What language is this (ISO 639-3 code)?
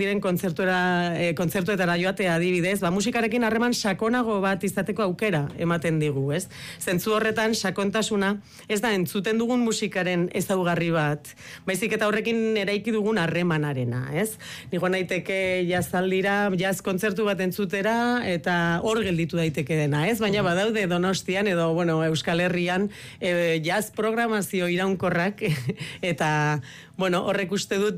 eus